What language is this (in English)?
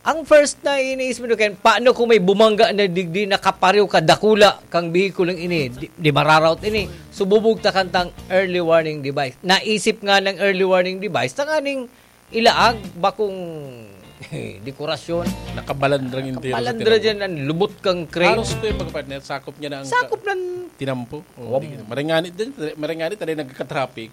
Bikol